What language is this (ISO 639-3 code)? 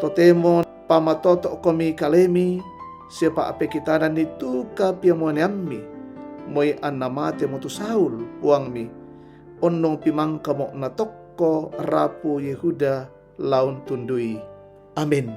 sda